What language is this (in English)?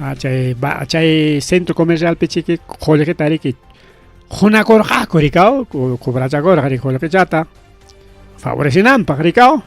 Ayacucho Quechua